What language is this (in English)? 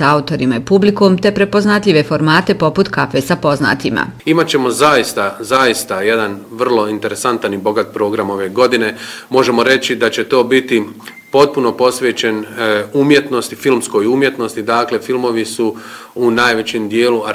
Bosnian